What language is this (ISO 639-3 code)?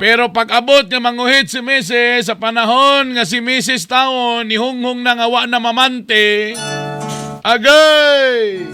ceb